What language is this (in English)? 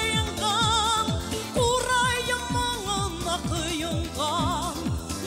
Bashkir